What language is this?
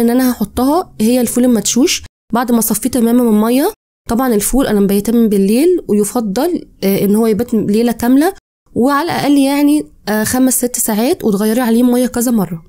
Egyptian Arabic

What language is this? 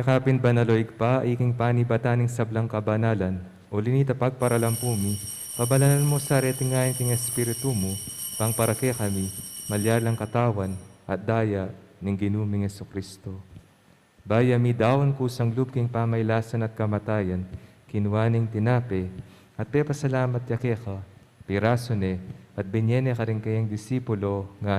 Pampanga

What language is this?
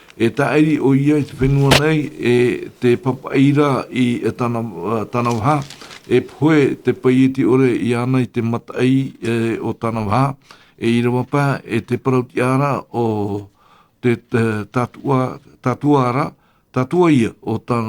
Tahitian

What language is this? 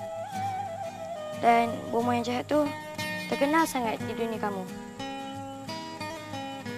Malay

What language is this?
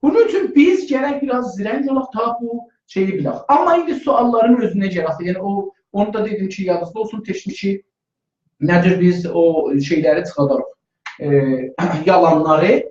South Azerbaijani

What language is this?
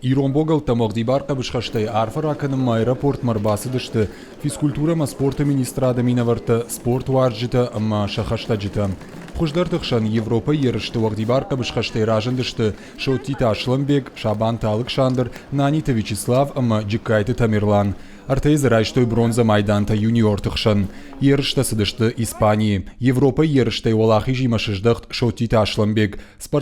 Ossetic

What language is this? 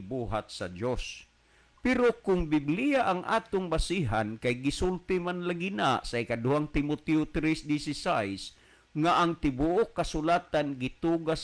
Cebuano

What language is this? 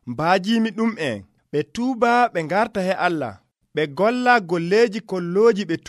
Nigerian Fulfulde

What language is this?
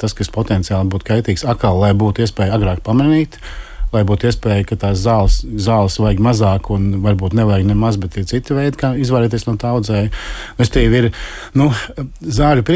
Latvian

